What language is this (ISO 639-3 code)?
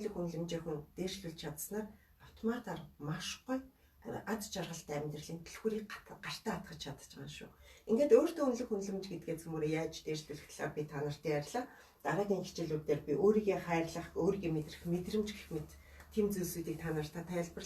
mon